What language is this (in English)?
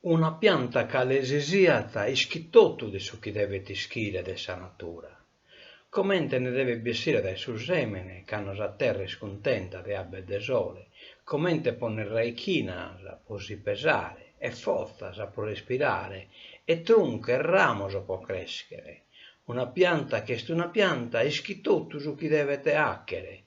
Sardinian